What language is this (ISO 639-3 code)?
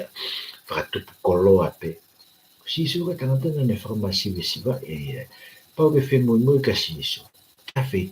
ton